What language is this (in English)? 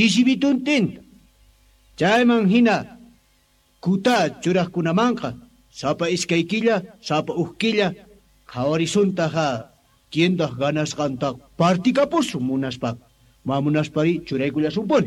Quechua